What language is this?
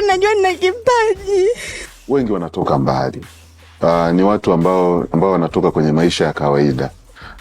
Swahili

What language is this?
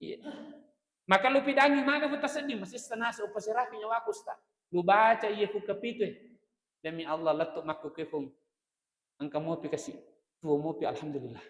Buginese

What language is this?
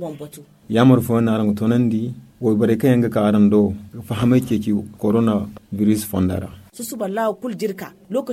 Zarma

